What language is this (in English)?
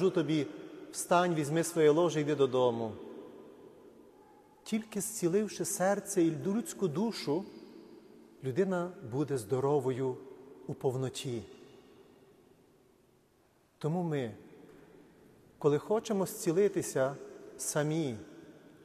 Ukrainian